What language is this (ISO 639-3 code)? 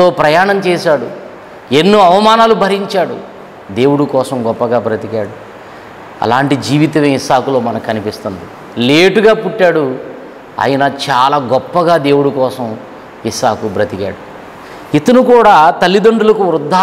tel